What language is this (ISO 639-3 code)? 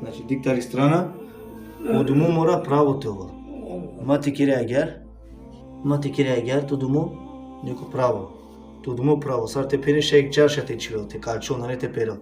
rmn